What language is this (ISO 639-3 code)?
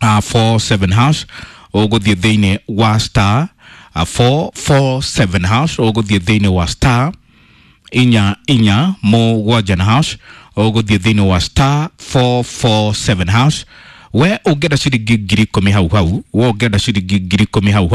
kik